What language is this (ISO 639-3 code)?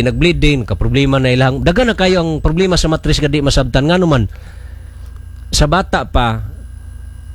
ceb